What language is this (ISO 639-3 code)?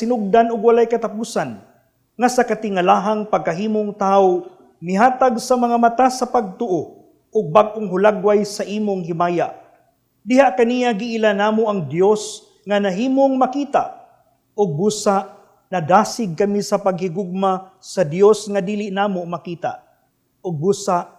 ceb